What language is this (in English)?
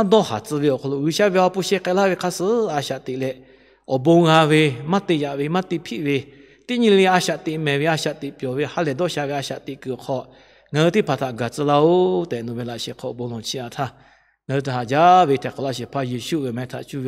Lahu